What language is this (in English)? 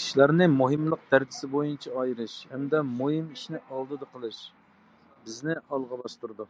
Uyghur